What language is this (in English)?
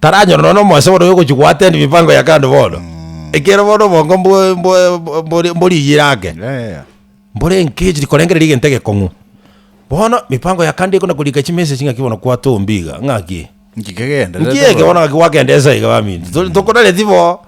Gusii